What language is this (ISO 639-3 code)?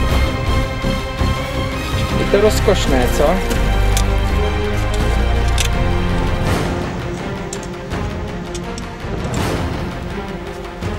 ces